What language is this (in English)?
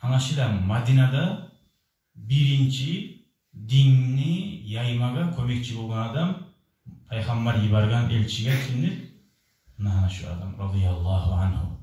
Kumyk